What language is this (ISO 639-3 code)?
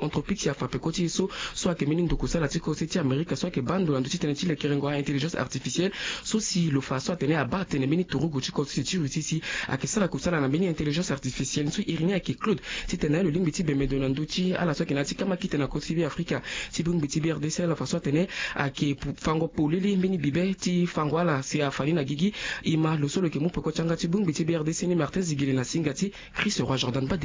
sag